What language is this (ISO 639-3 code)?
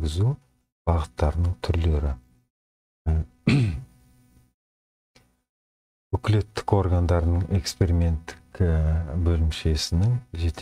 kaz